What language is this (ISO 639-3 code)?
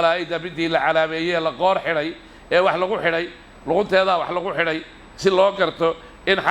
som